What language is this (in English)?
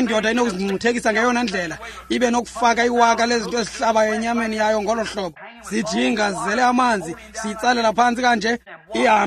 Xhosa